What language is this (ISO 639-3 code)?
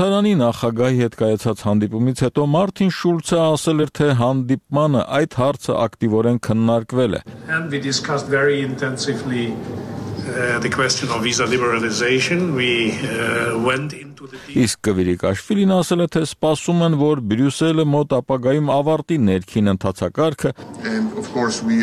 hye